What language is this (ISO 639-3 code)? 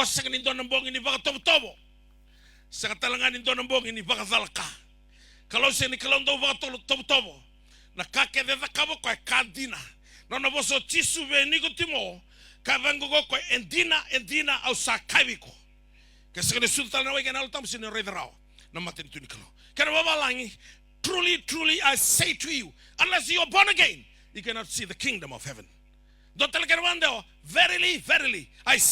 fij